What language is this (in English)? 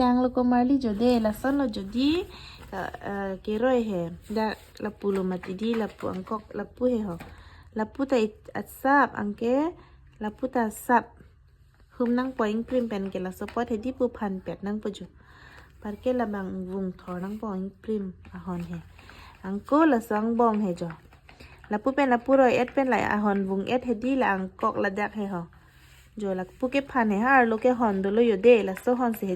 Karbi